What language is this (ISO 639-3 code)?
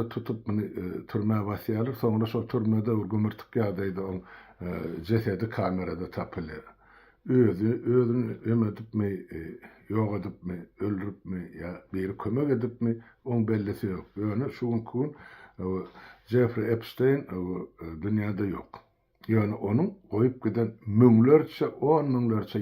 tuk